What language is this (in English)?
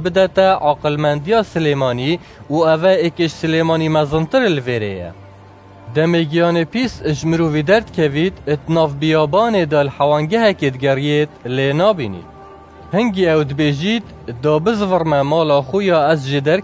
Kurdish